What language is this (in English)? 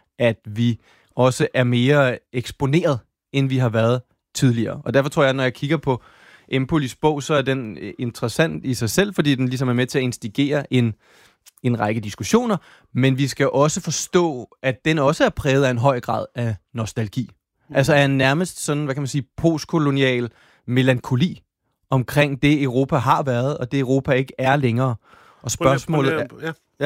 Danish